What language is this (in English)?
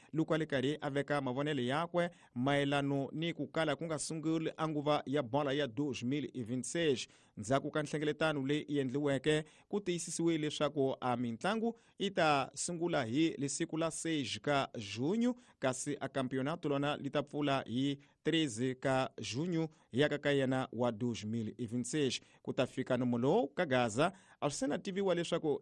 Tsonga